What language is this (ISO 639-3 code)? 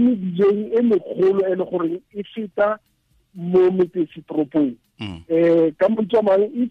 tsn